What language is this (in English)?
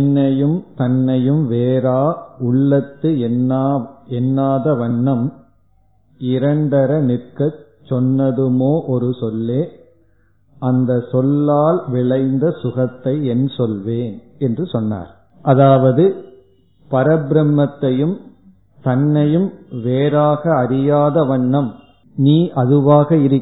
Tamil